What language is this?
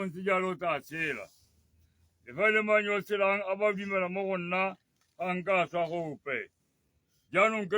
Tswana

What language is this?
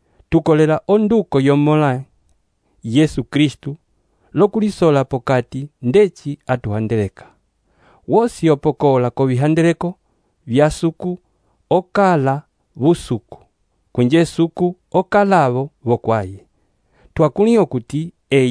Umbundu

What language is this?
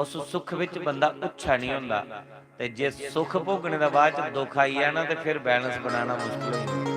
Dogri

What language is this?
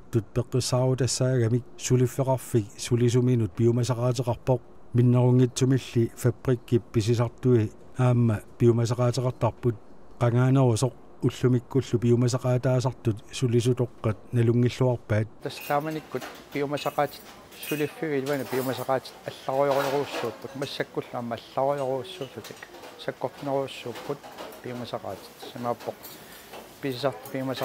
Kalaallisut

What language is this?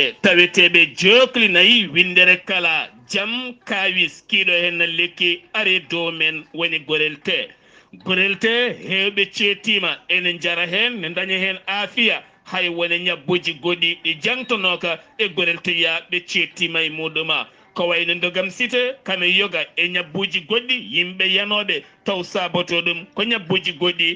Fula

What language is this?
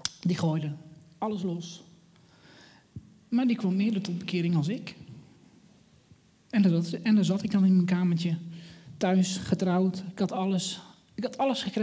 Dutch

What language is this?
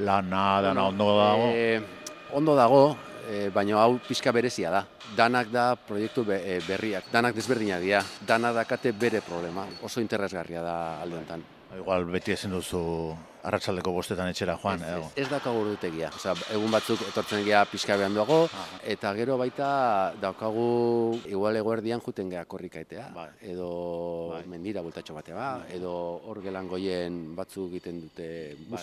Basque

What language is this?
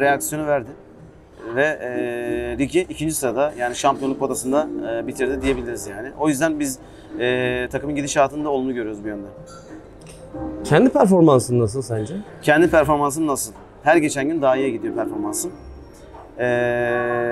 Turkish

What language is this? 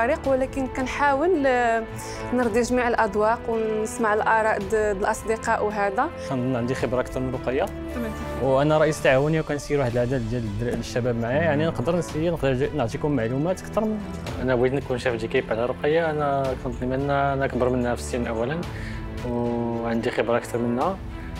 Moroccan Arabic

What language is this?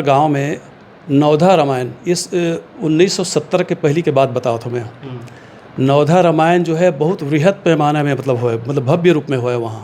Chhattisgarhi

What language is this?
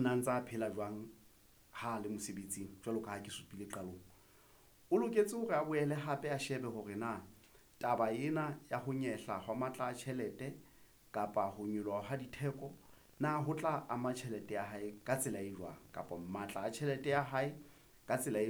Southern Sotho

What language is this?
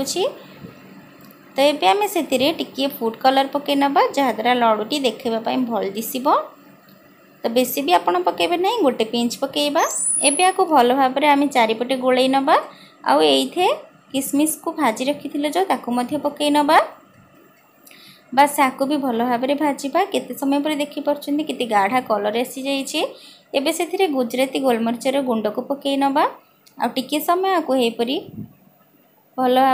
Odia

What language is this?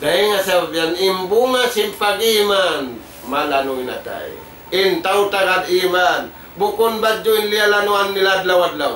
Tausug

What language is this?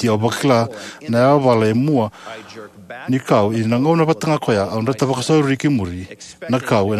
Fijian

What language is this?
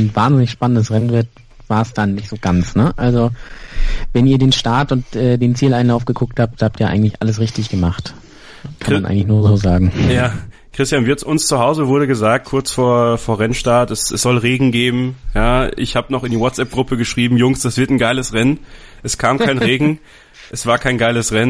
German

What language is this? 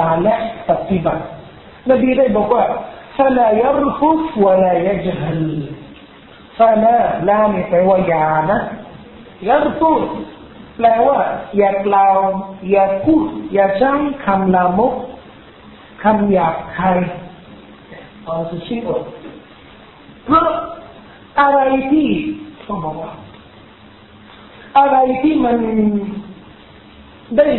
Thai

